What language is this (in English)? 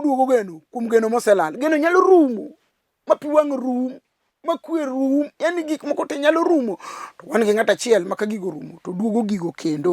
Luo (Kenya and Tanzania)